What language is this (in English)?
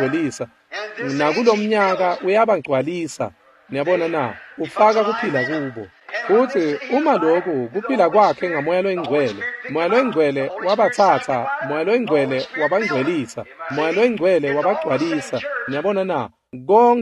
Swati